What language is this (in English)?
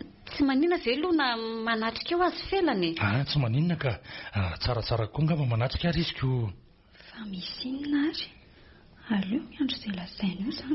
Malagasy